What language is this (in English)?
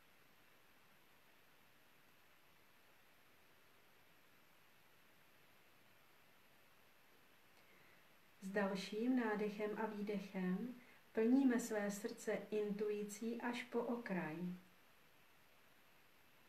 Czech